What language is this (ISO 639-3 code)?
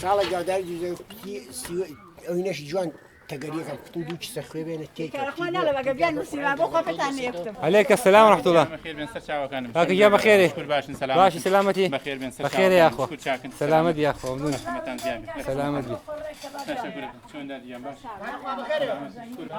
kur